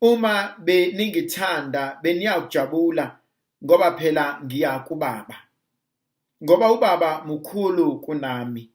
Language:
Zulu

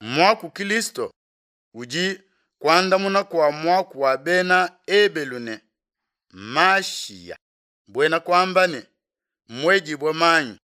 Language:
Luba-Lulua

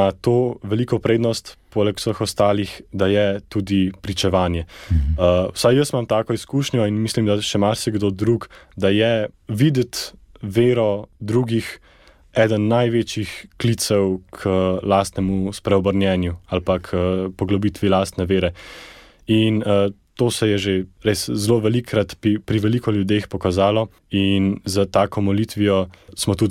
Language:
Slovenian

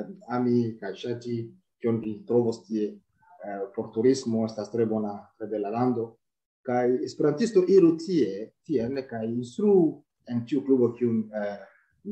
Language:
Esperanto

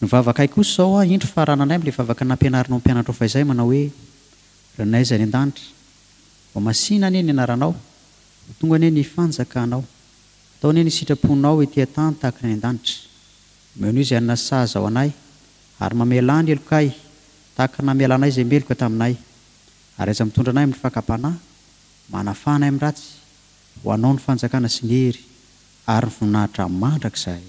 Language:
Malagasy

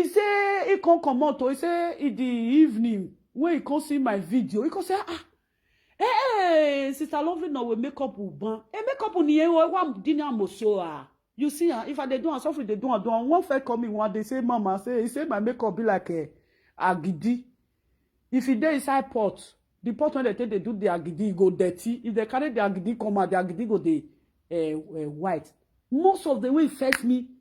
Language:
Nigerian Pidgin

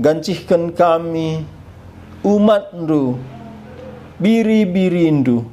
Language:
Batak Karo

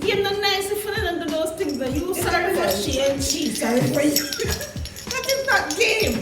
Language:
Jamaican Creole English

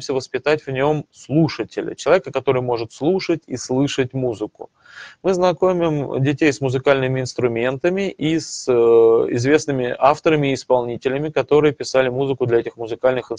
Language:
Russian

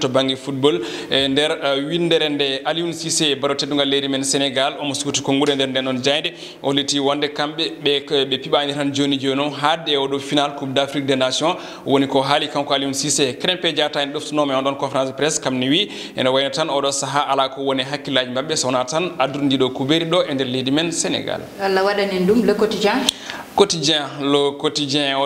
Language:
Fula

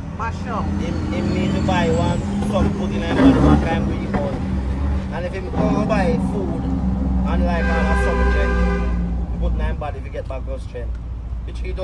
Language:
Jamaican Creole English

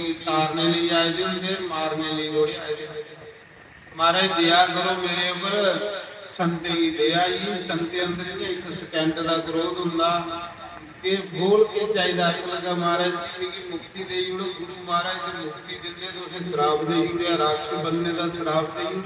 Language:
Dogri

